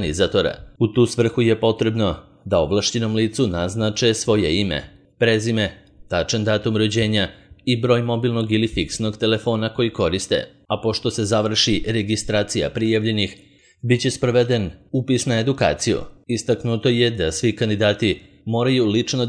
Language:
Serbian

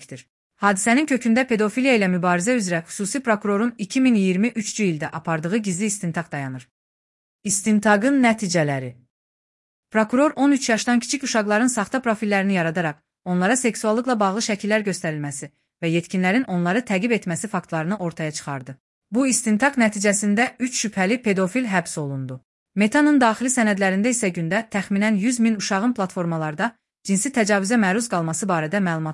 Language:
Azerbaijani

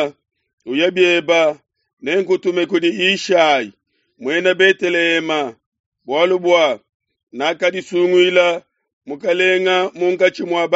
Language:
Luba-Lulua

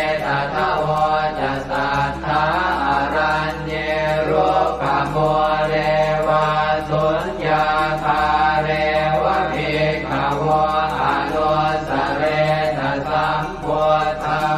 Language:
Pali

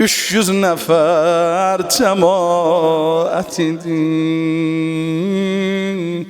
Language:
South Azerbaijani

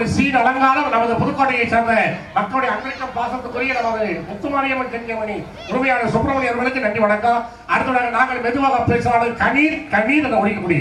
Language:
Tamil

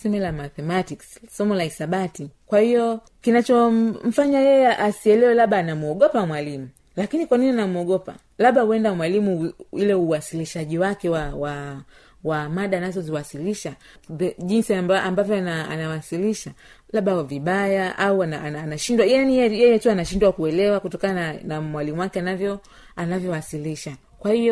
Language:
Swahili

